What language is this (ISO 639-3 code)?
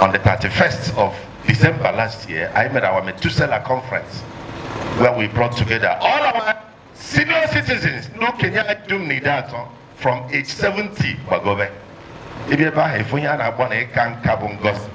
ibo